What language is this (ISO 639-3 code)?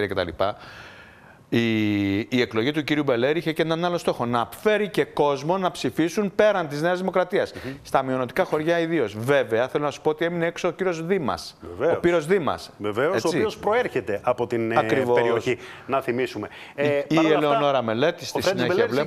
ell